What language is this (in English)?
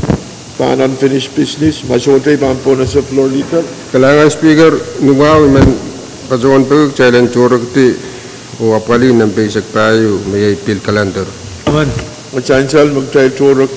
Pohnpeian